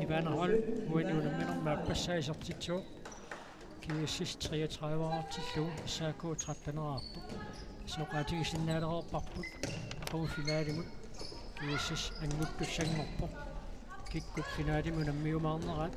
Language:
Kalaallisut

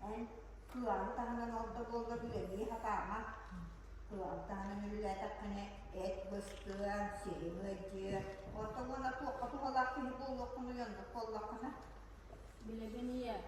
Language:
Yakut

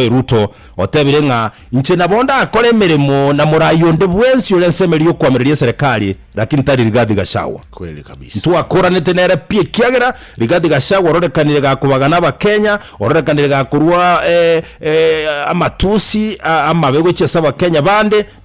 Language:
Gusii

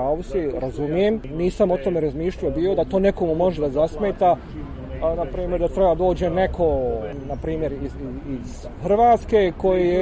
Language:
Bosnian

